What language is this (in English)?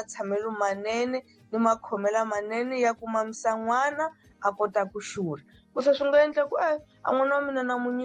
Tsonga